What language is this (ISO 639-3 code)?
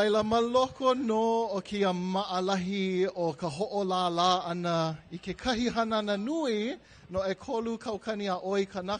haw